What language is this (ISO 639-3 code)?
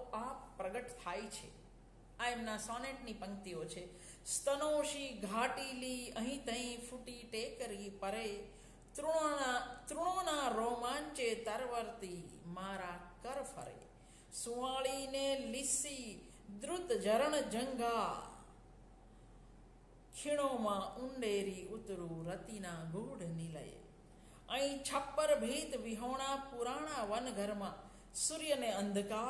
guj